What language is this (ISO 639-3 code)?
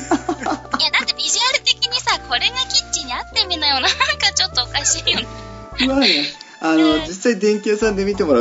jpn